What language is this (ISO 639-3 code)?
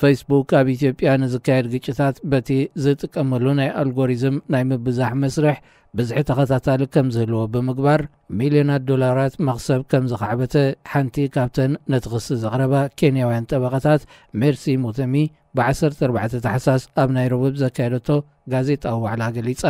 tir